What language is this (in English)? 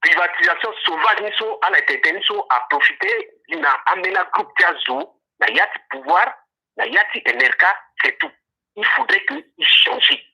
Sango